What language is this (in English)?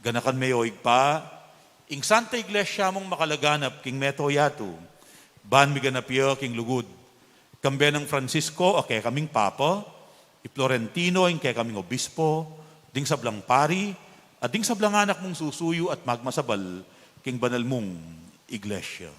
Pampanga